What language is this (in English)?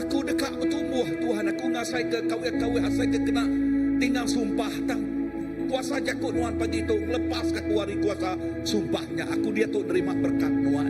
Iban